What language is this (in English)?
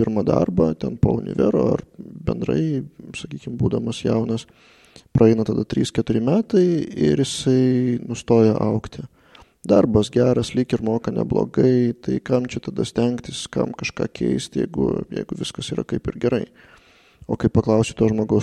Lithuanian